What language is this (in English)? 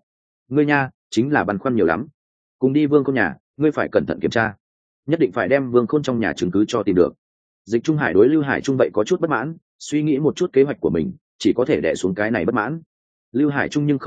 Vietnamese